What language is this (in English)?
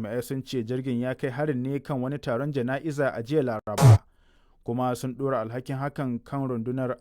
Hausa